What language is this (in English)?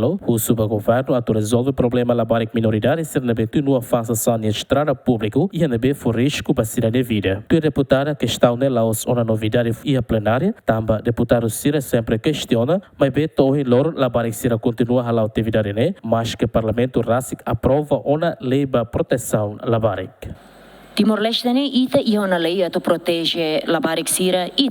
Tetum